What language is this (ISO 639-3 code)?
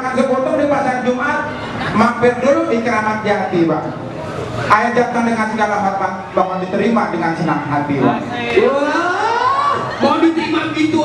bew